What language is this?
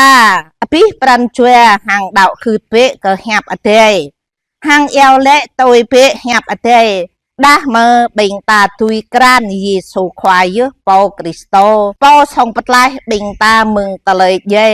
Jarai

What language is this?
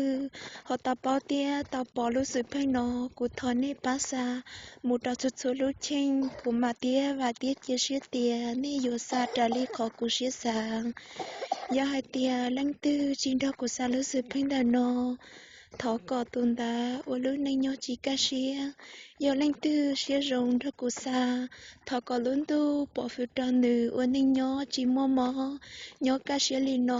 Hmong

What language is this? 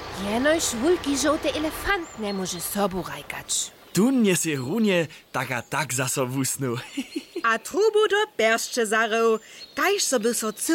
Upper Sorbian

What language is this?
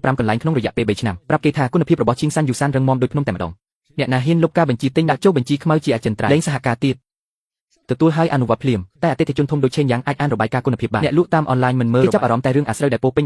Khmer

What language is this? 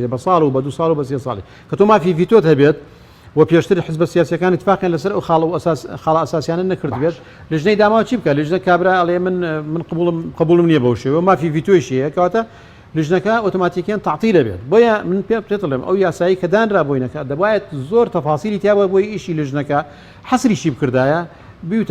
Central Kurdish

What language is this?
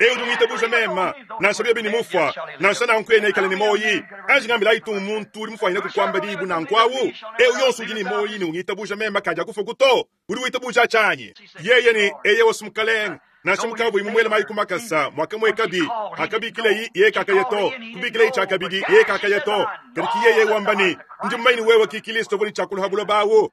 Luba-Lulua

